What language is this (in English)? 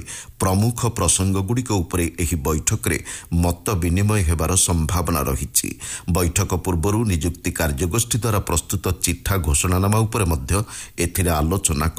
Odia